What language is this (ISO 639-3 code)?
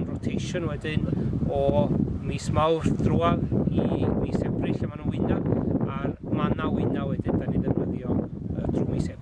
cym